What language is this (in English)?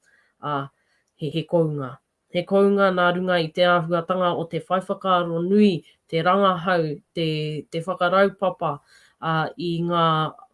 Māori